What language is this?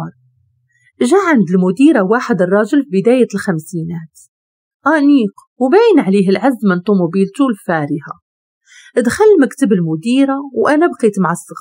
Moroccan Arabic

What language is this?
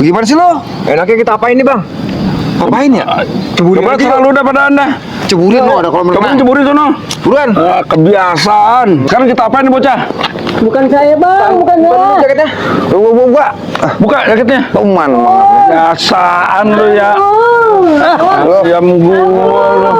Betawi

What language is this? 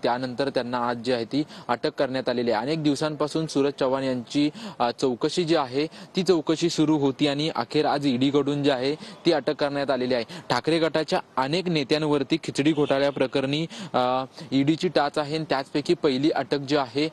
Marathi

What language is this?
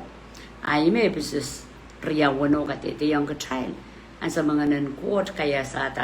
Pohnpeian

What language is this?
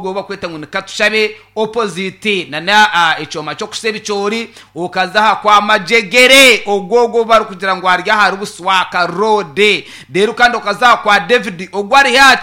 Nyankole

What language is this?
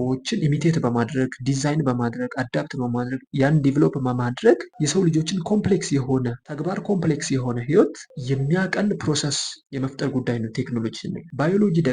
Amharic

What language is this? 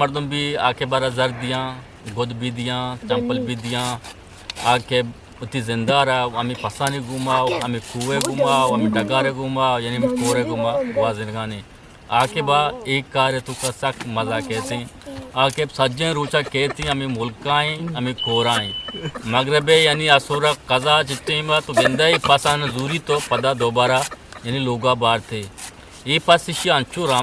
Eastern Balochi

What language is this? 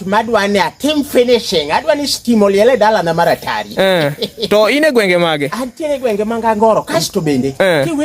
Luo (Kenya and Tanzania)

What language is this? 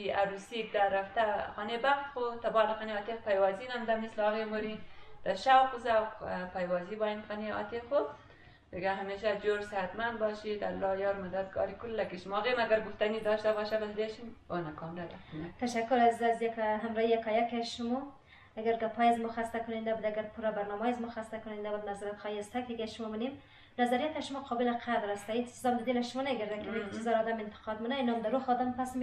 Persian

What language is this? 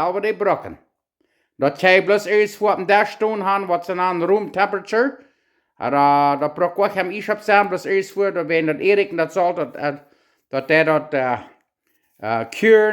Plautdietsch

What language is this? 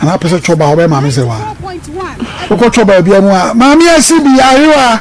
Akan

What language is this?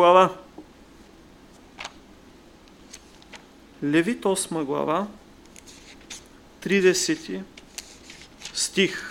Bulgarian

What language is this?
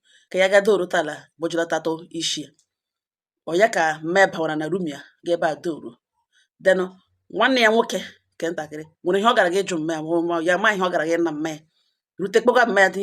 Igbo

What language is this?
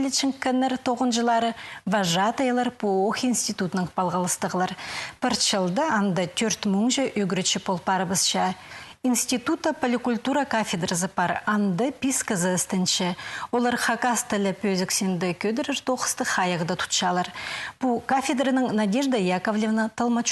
Khakas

